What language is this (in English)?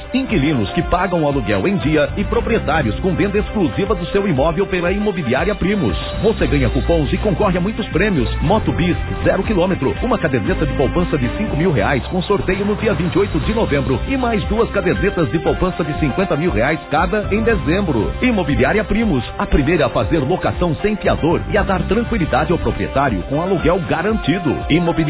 Portuguese